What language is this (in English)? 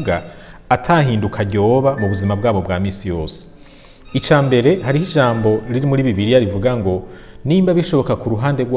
Rundi